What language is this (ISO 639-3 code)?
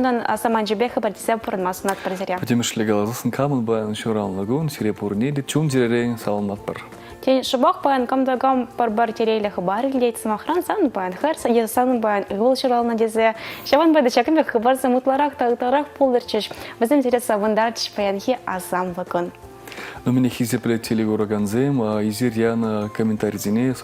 chv